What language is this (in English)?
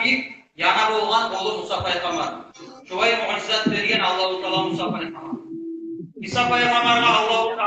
Kumyk